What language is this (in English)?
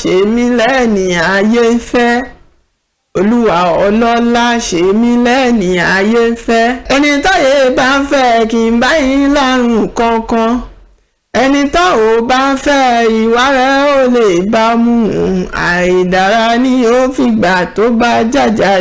Yoruba